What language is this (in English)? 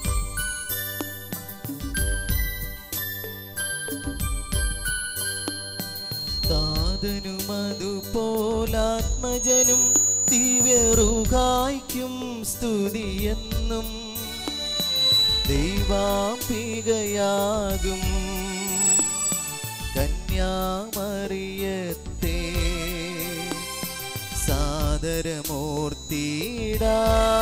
Malayalam